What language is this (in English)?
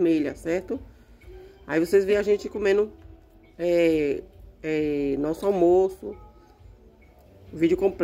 Portuguese